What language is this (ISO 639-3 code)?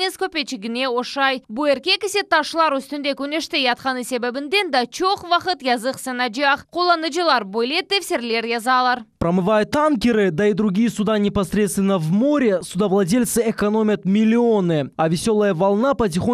crh